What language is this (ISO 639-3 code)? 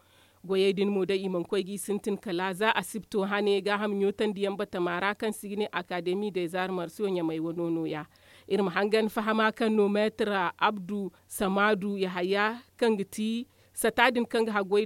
dje